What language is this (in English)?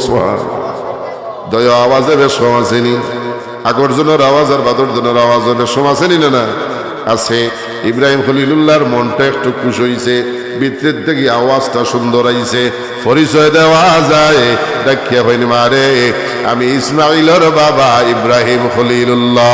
Sylheti